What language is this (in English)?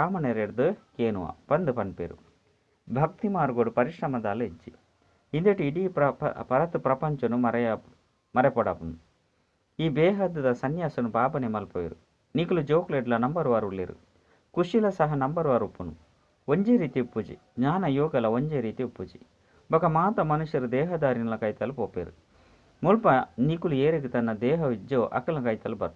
Tulu